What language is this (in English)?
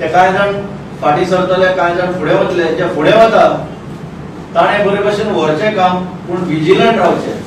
Konkani